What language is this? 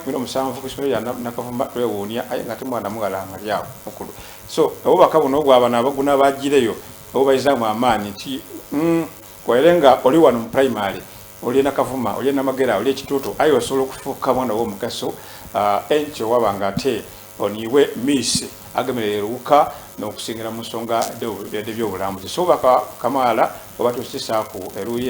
Soga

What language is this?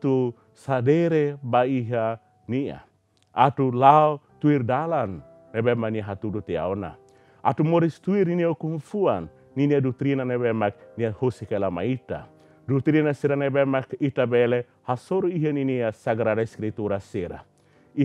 Tetum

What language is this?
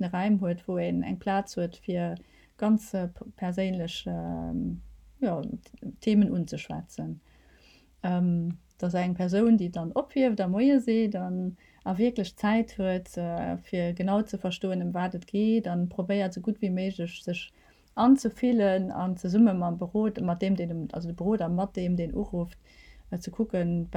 Luxembourgish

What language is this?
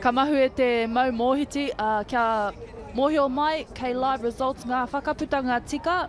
Māori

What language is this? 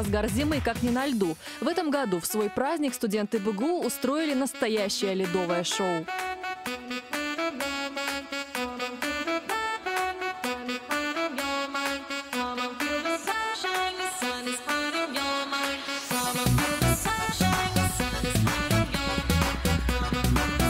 Russian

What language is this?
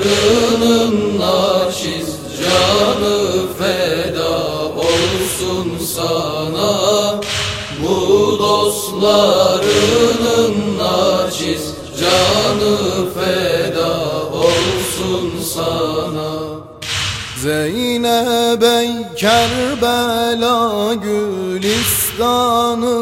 Turkish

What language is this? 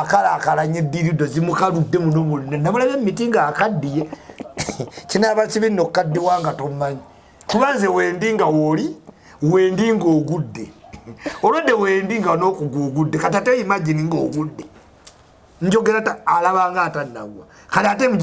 Ganda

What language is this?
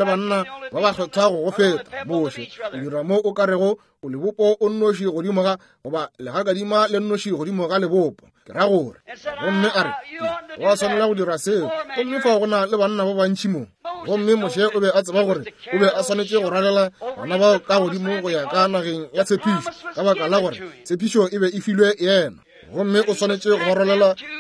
Northern Sotho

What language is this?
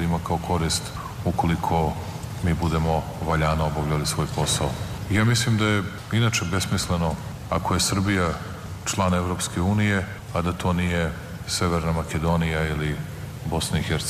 Serbian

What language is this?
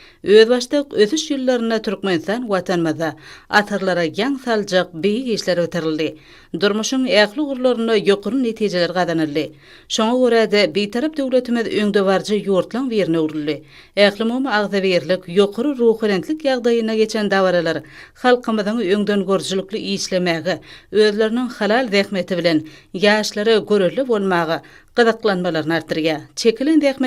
Turkmen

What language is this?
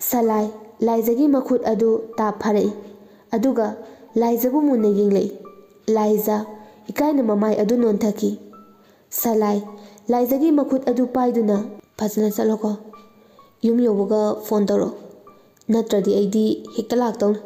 Manipuri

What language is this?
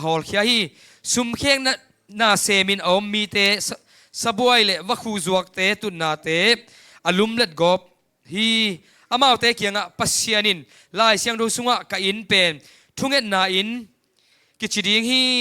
Tedim Chin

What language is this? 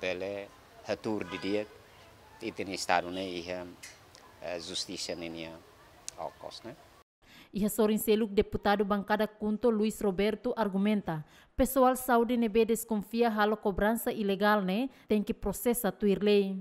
Tetum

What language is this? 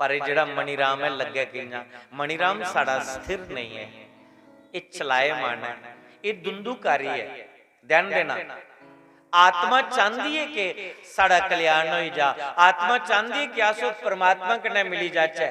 Dogri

